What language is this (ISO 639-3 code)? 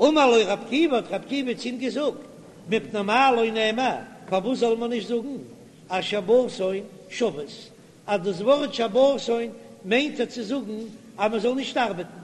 yid